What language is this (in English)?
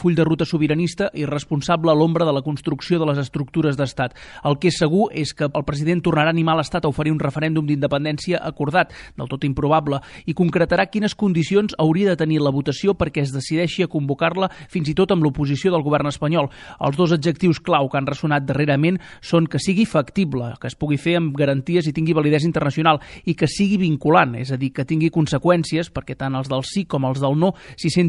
Catalan